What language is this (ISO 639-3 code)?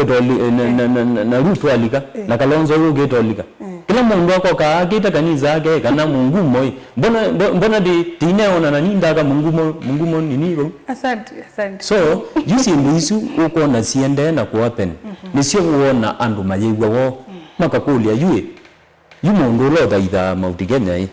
kam